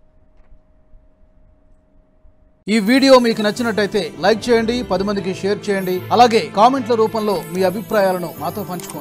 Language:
Telugu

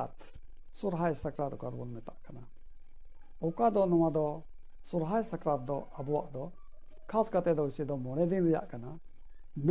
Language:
Santali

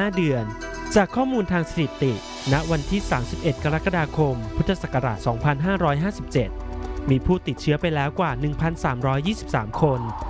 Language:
Thai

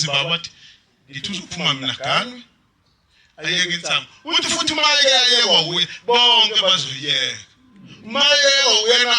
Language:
Zulu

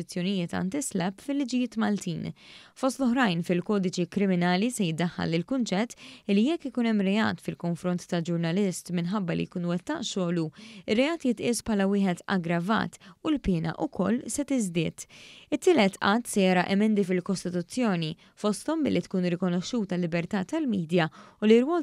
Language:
Maltese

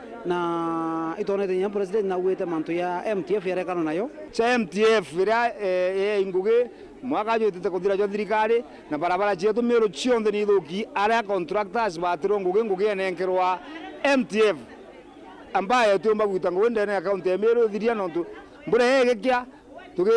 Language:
Meru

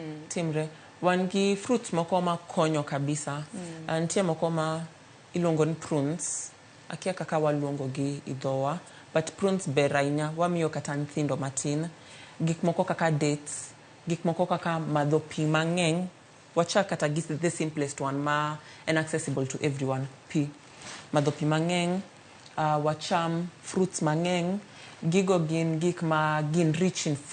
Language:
Luo (Kenya and Tanzania)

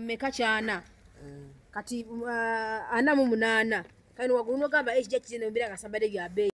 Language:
Ganda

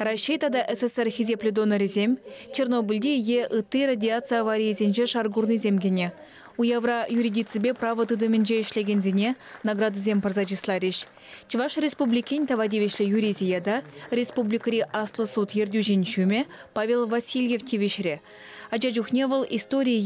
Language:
Chuvash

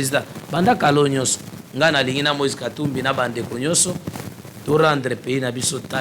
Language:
Lingala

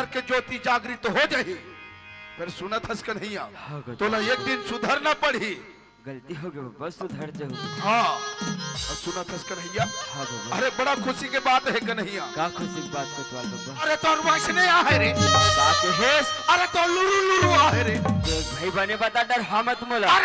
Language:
Chhattisgarhi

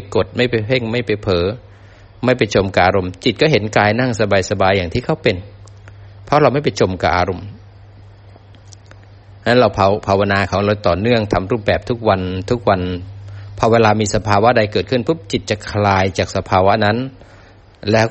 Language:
Thai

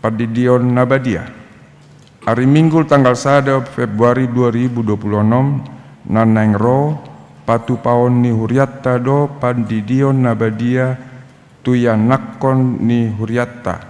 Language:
Batak Toba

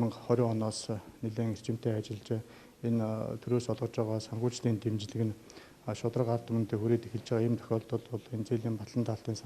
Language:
Mongolian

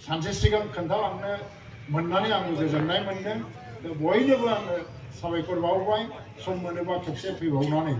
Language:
Bodo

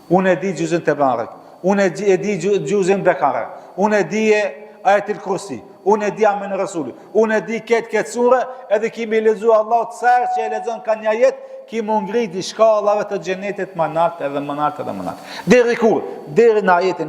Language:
Albanian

